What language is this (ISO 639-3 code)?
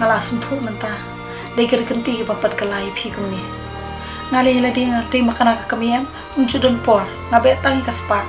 kha